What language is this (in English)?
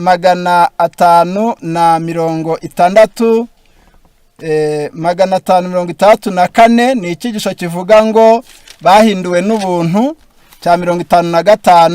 Kinyarwanda